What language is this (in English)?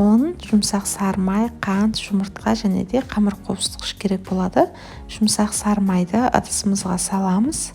Kazakh